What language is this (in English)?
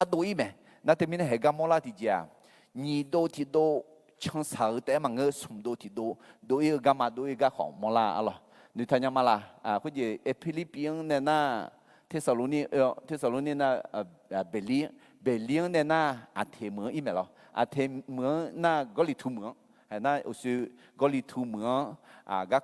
Akha